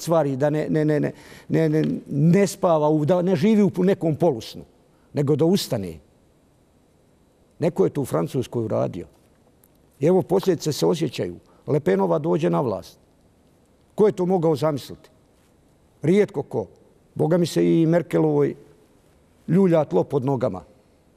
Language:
Bosnian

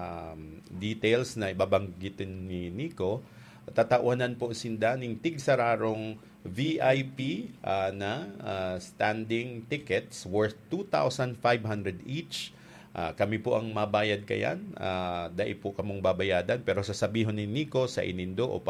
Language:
Bikol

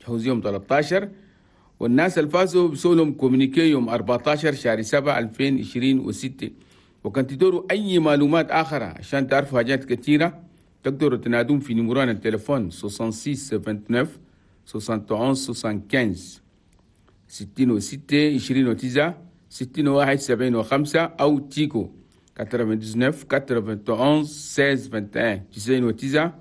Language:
Chadian Arabic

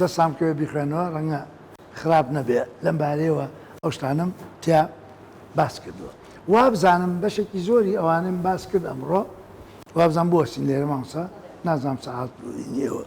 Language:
Central Kurdish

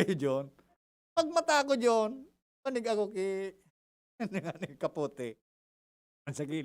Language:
Bikol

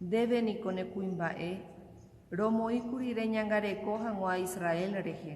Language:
Guarani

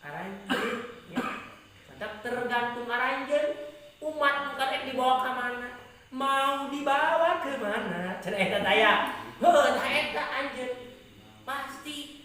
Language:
Sundanese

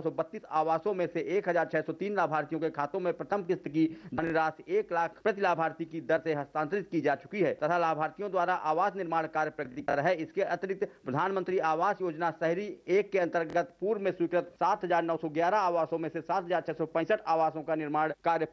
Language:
Hindi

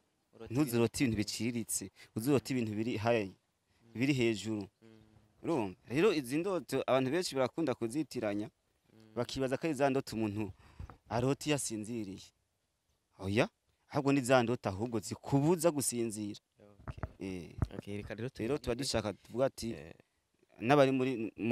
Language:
Rundi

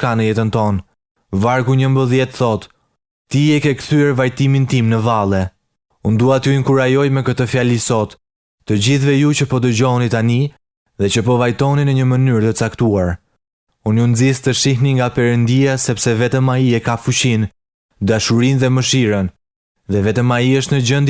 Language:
Albanian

